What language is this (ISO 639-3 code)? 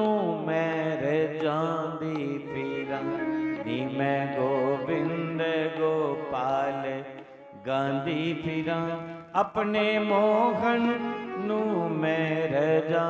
doi